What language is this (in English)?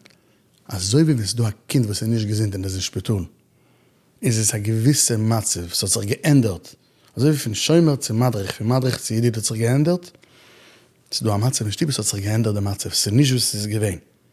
Yiddish